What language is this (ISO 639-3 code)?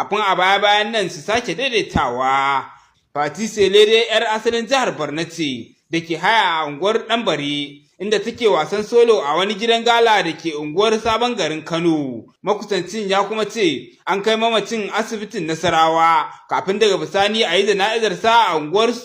hau